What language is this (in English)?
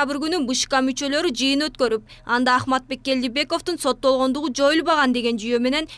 Kyrgyz